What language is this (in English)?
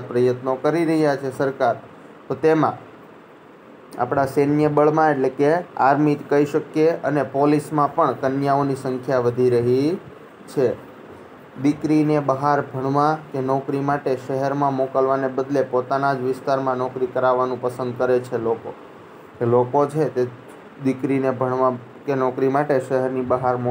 Gujarati